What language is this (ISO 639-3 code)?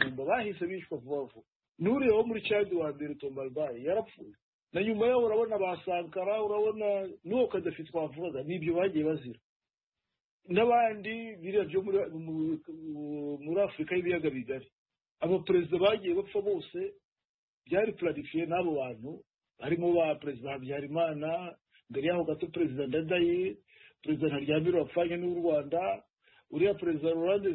kin